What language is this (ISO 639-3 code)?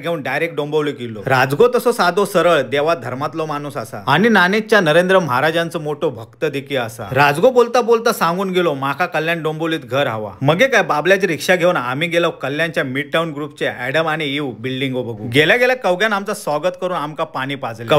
kok